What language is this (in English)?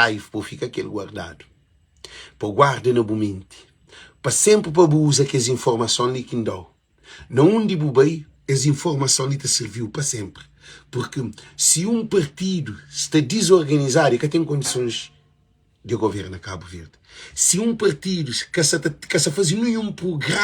Kabuverdianu